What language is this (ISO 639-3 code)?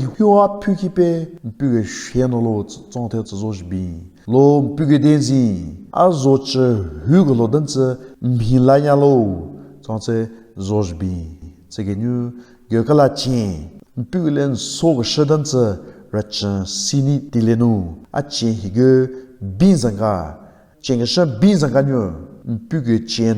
nre